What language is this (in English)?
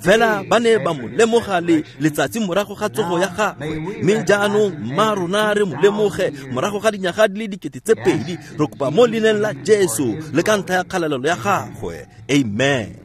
Tswana